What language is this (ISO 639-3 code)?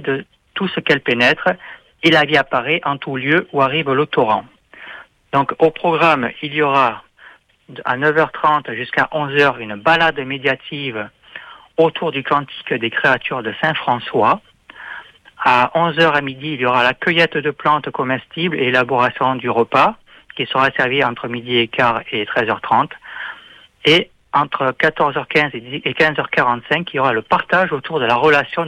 fra